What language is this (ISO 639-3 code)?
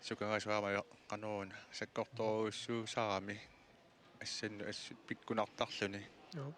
kal